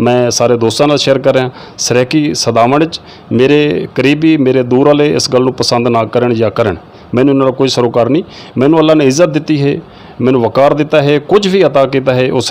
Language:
Saraiki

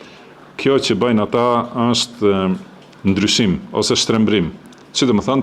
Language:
Albanian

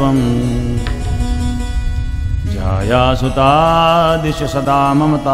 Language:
Marathi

